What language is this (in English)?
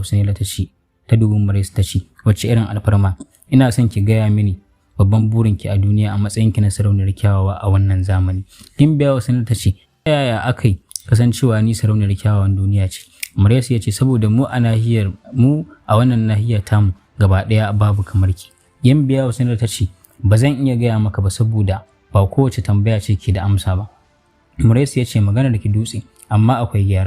Hausa